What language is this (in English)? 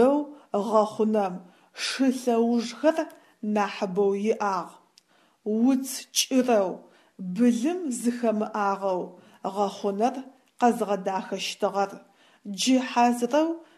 Adyghe